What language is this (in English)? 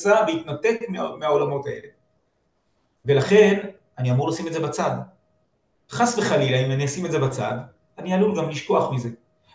Hebrew